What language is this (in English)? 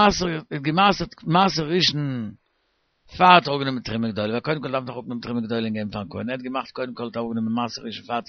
Yiddish